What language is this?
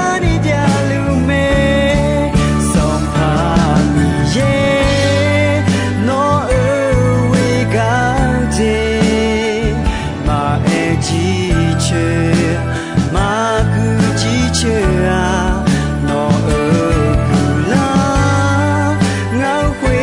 Akha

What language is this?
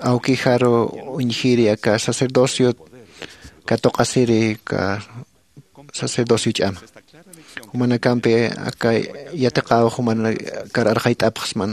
Aymara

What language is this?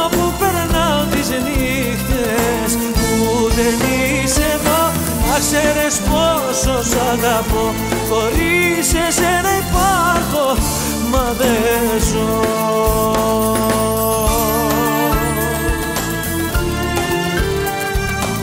Greek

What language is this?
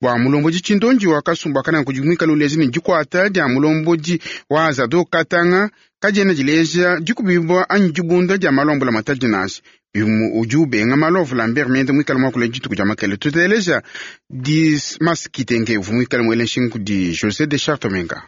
Luba-Lulua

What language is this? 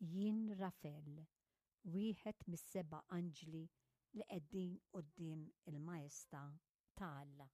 Maltese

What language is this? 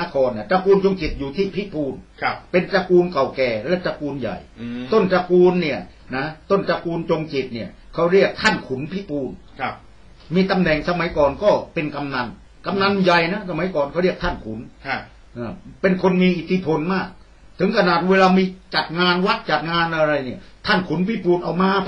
Thai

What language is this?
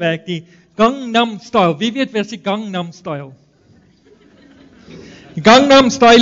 Afrikaans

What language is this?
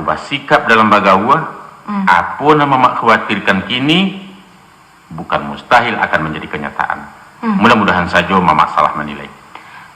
Minangkabau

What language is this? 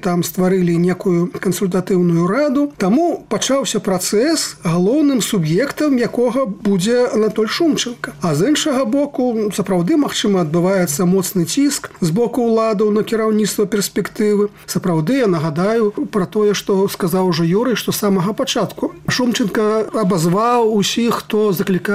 Belarusian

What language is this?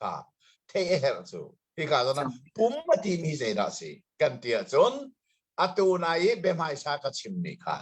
Hakha Chin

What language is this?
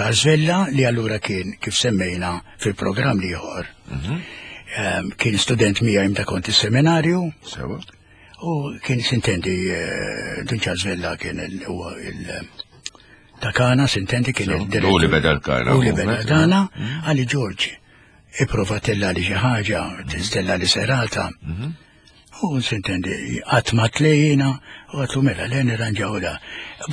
Maltese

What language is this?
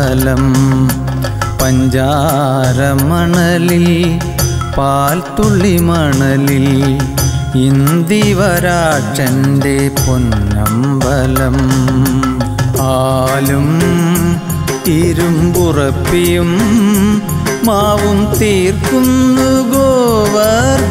Malayalam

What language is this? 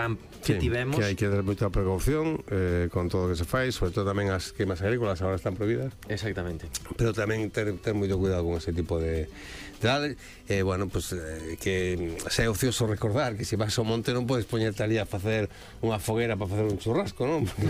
Galician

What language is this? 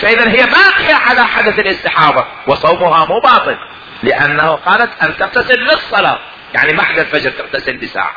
Mesopotamian Arabic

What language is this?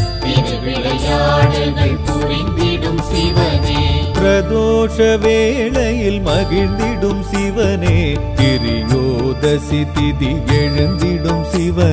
Tamil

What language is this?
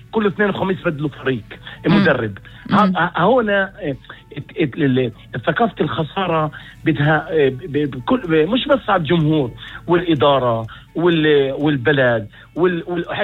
North Levantine Arabic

